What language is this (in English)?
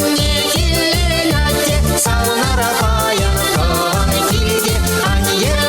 Chuvash